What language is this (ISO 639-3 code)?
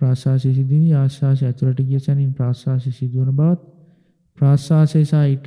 sin